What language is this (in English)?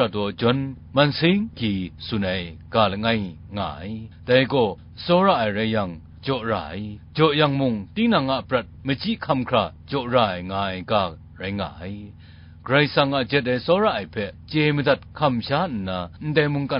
Kachin